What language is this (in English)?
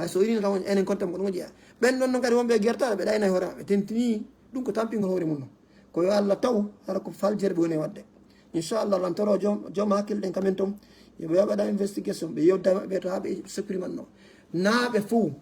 Fula